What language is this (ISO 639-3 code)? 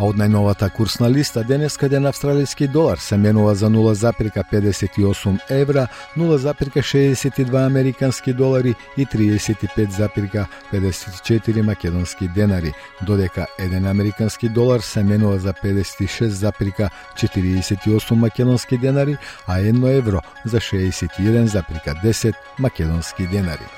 mkd